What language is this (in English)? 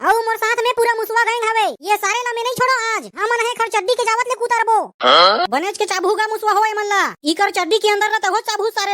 Chhattisgarhi